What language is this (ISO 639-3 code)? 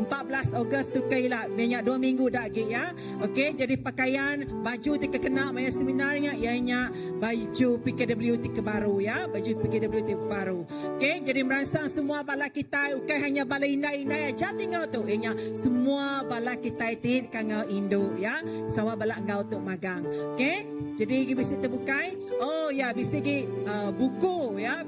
iba